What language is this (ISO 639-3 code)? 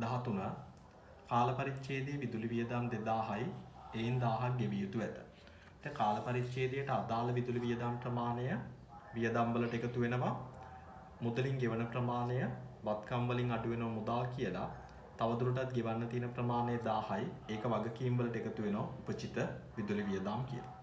sin